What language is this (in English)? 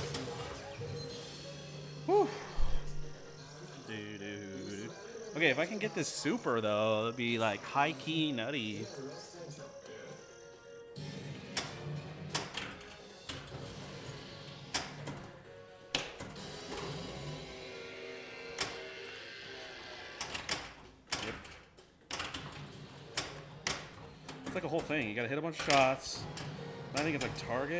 English